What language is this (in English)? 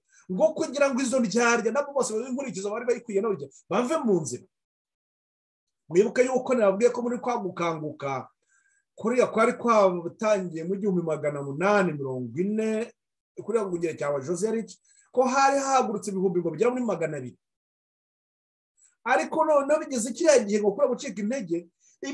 Kinyarwanda